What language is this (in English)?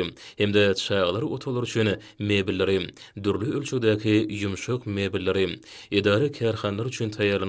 Turkmen